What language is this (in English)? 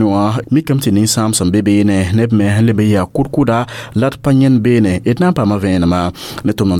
Mossi